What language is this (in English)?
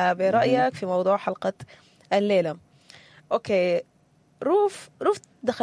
Sudanese Arabic